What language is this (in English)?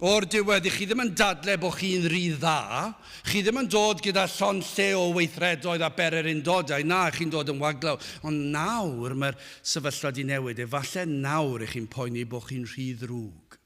Welsh